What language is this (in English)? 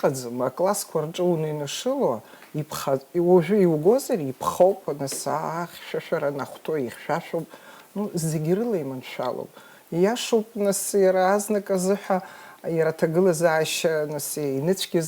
Abkhazian